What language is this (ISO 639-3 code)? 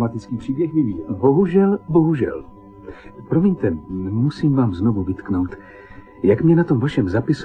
ces